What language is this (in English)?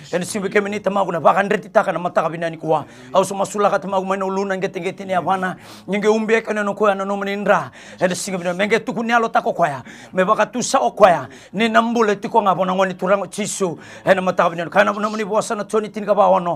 Fijian